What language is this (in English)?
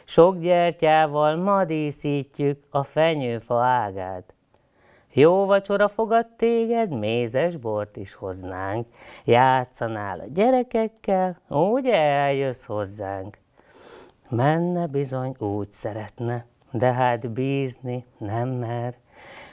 Hungarian